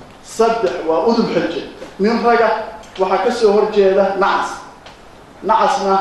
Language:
Somali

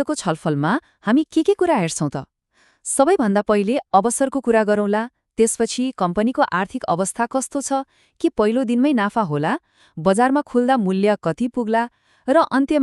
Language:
Nepali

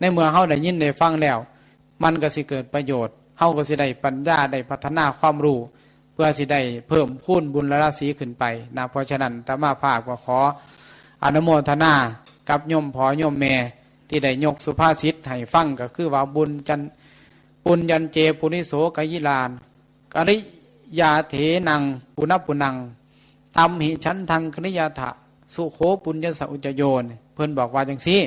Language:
Northeastern Thai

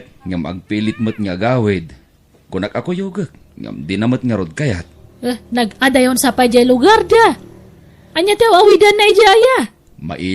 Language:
Iloko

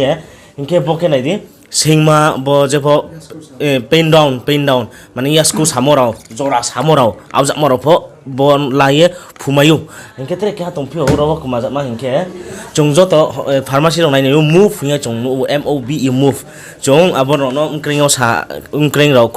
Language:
Riang (India)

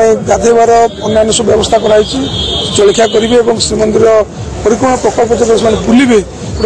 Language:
Odia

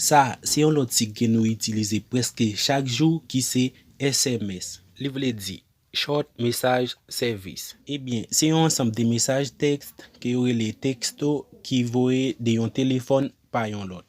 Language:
Haitian Creole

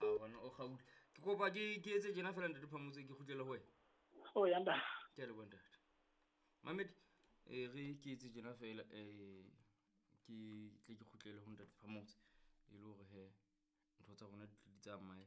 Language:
Southern Sotho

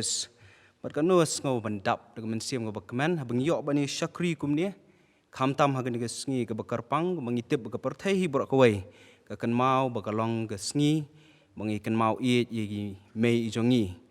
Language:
Khasi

